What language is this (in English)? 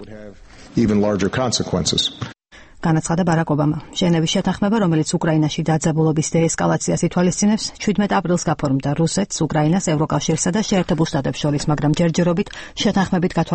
Georgian